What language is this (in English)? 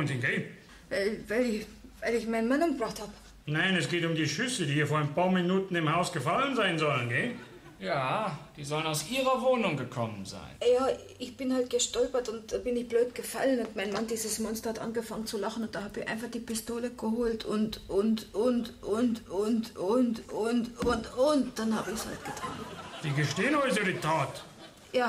German